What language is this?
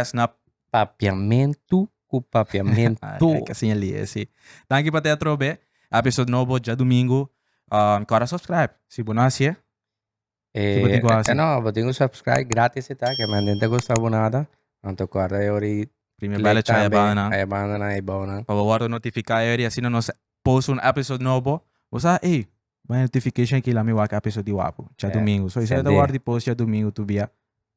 Papiamento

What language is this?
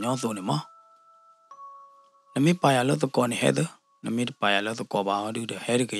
S'gaw Karen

